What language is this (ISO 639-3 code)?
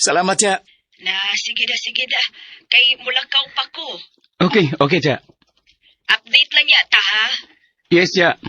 ceb